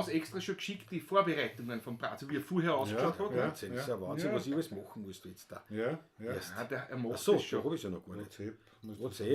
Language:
Bavarian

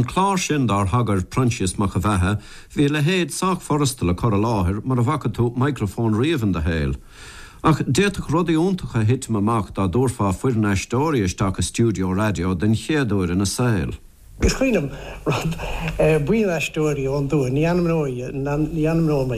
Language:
Irish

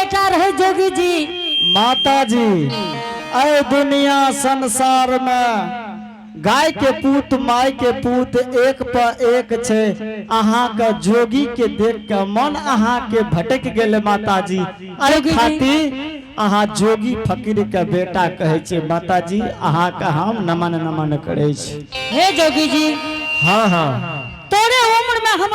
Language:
Angika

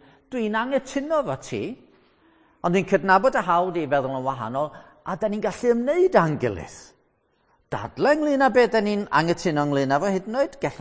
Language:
Welsh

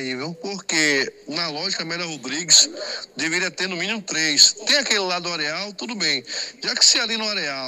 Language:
Portuguese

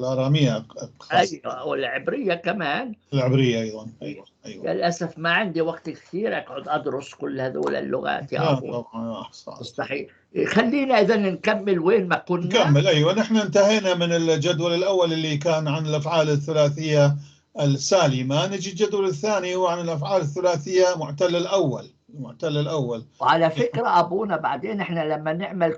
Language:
North Levantine Arabic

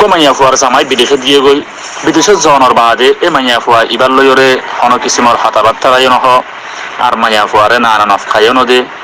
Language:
Rohingya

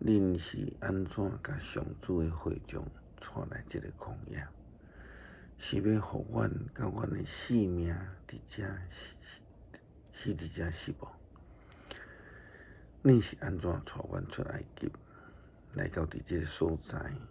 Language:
Min Nan Chinese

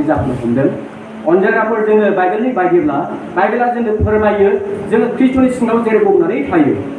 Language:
Bodo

